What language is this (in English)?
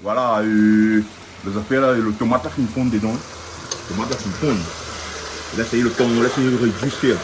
Réunion Creole French